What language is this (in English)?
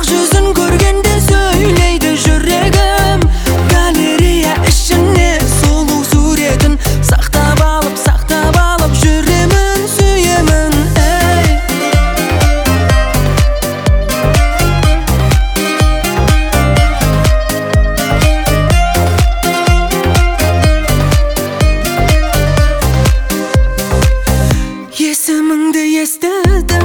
Kazakh